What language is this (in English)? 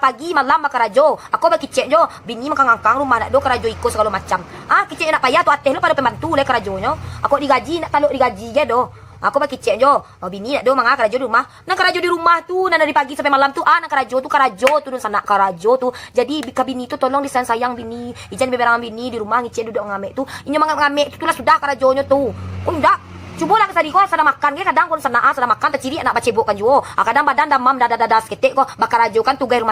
Minangkabau